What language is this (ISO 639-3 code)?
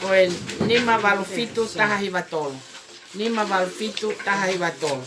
ton